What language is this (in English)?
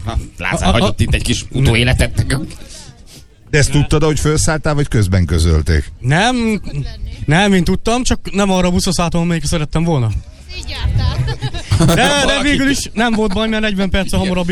Hungarian